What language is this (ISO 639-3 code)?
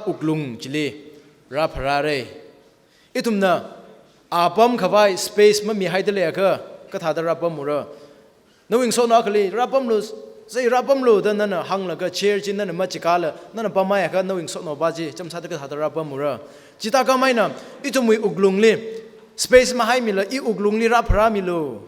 nmf